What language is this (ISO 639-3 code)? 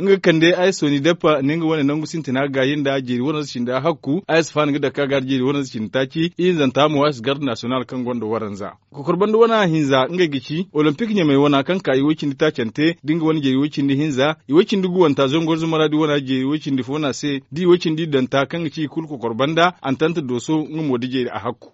dje